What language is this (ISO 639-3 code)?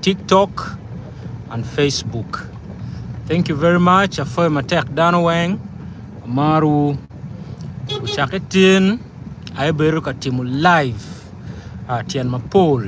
ach